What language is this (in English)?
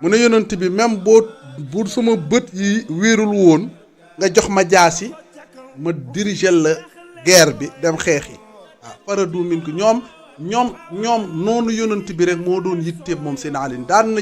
Wolof